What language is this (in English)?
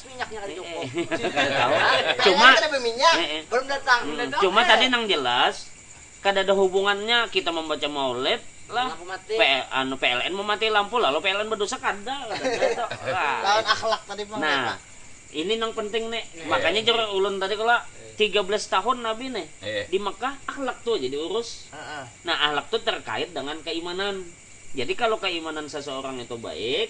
Banjar